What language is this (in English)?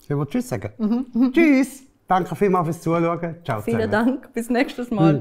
Swiss German